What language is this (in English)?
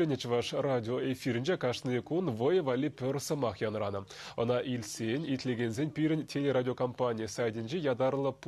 Chuvash